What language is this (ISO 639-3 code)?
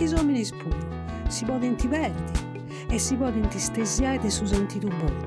srd